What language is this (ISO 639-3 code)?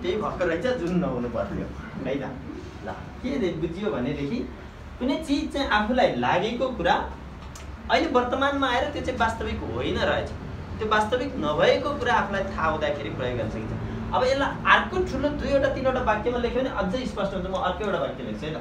nep